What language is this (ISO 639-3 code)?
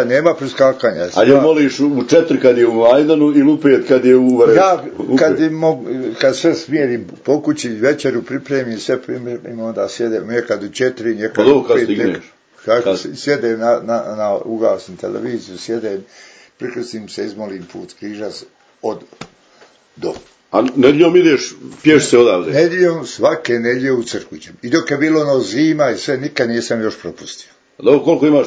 bos